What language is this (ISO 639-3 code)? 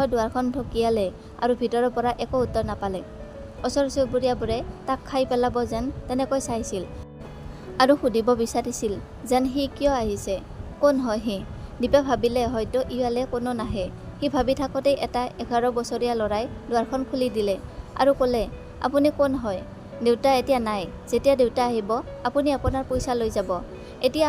asm